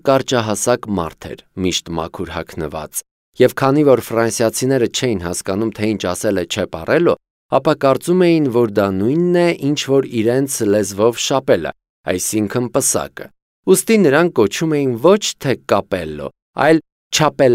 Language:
Armenian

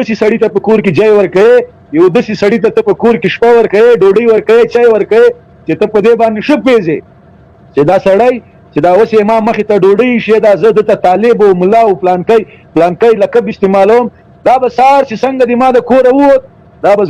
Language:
Pashto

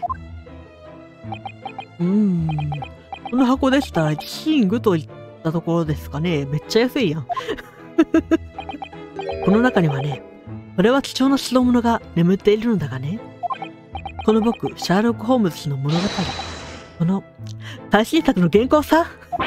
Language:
Japanese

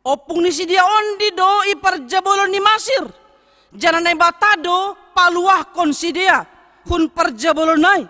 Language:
Batak Simalungun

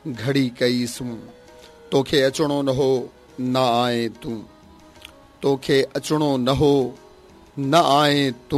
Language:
Sindhi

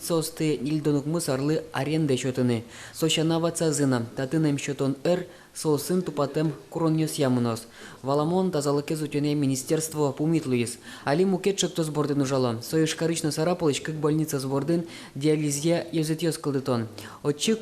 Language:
Udmurt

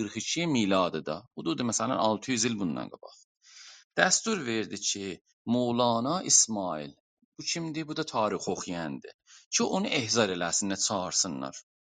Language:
South Azerbaijani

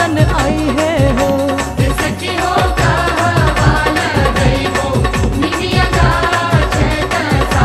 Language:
Bhojpuri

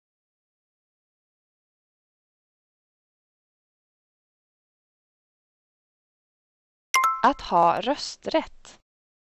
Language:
Swedish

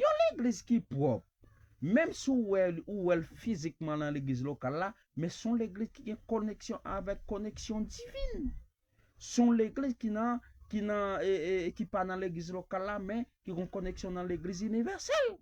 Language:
Haitian Creole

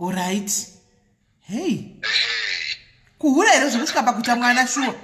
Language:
Shona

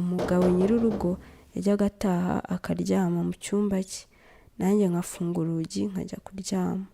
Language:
Kinyarwanda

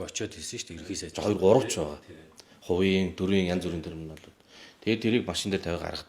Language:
Mongolian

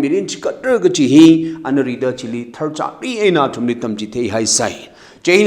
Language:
Tangkhul Naga (India)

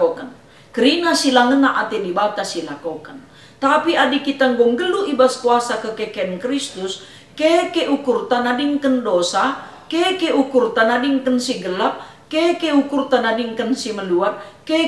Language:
Batak Karo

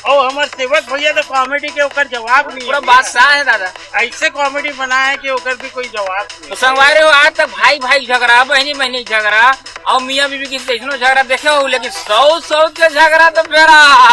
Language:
Chhattisgarhi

